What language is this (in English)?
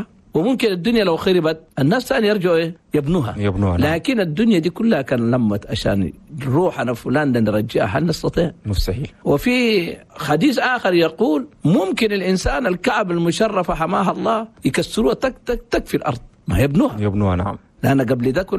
Chadian Arabic